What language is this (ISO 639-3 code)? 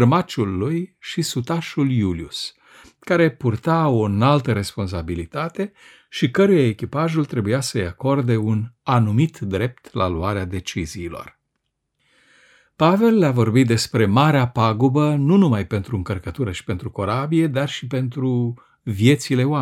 ron